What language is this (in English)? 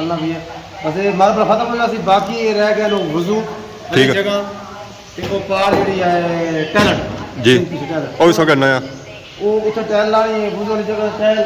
Pahari-Potwari